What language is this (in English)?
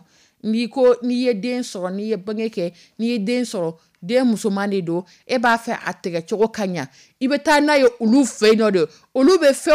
Dyula